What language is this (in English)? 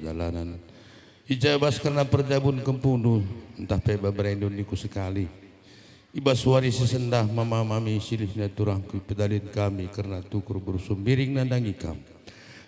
Batak Karo